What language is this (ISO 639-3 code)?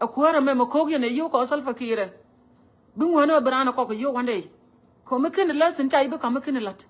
nus